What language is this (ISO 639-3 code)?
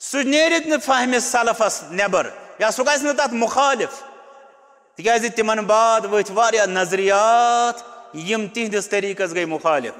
kas